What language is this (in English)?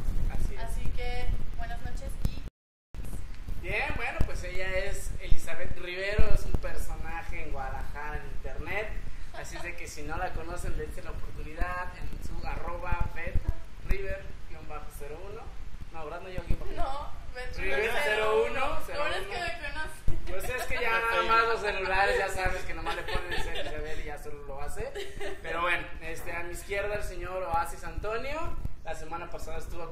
Spanish